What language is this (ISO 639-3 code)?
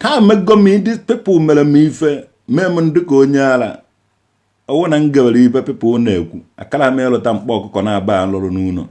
ibo